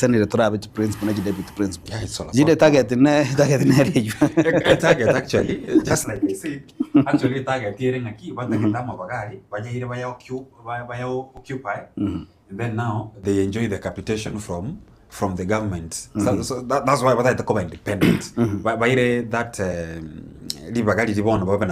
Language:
Gusii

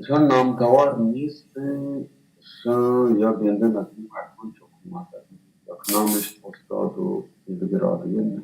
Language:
Baluchi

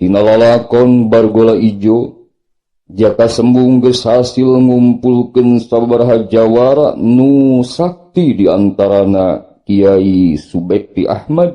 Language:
Sundanese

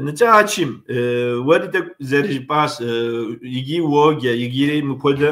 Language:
Kabardian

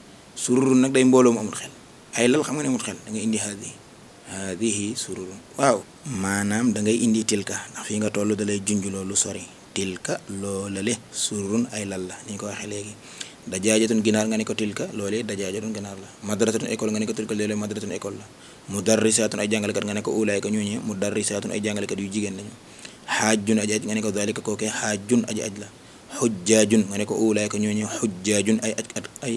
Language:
Wolof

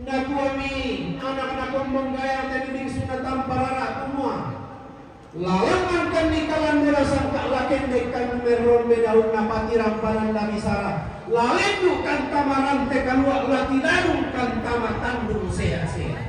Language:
Toraja-Sa'dan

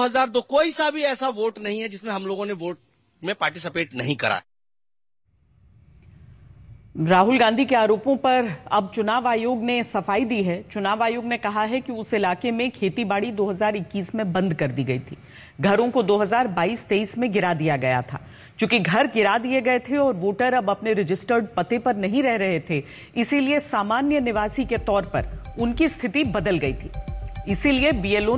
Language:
Hindi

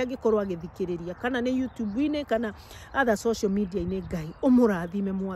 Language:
Kikuyu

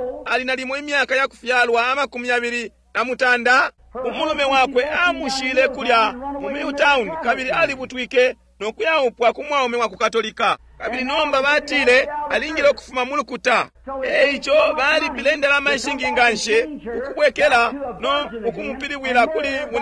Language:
Bemba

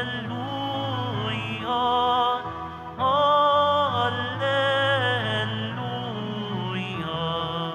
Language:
Filipino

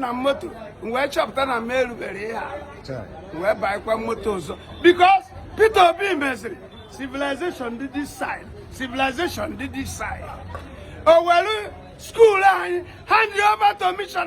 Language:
Igbo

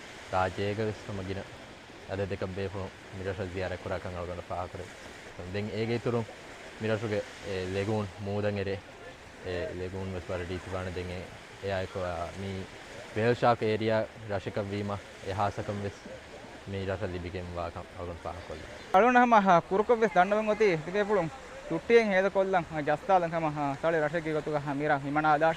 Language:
Divehi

